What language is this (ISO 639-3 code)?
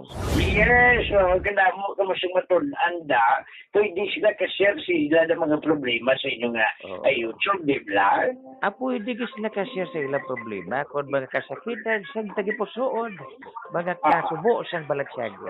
hil